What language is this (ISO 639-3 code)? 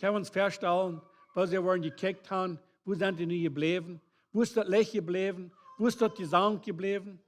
pdt